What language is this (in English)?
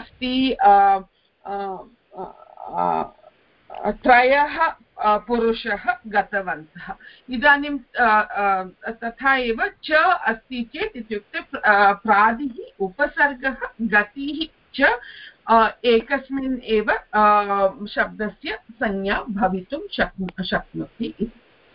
Sanskrit